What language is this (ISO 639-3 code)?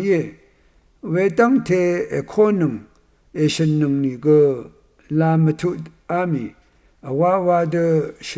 raw